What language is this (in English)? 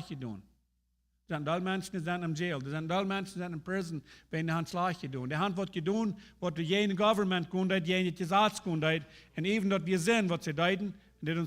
Plautdietsch